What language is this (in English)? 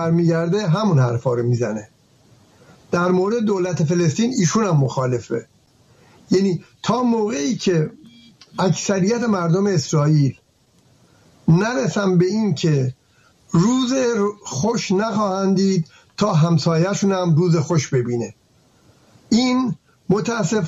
Persian